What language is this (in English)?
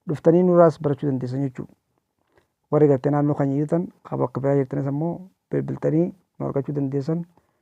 Oromo